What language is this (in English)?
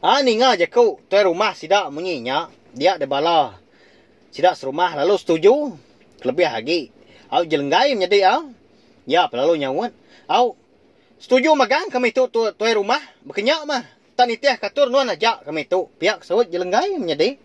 Iban